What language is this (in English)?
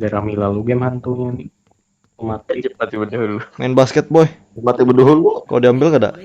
Banjar